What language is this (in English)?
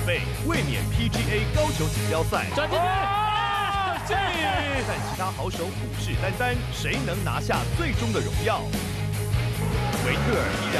Chinese